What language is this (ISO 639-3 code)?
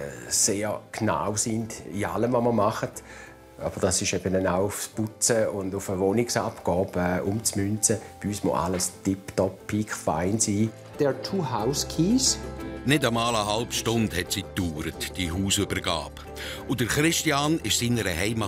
gsw